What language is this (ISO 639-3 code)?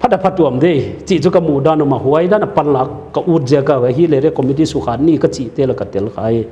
pck